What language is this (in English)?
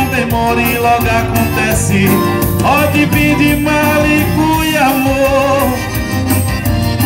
Portuguese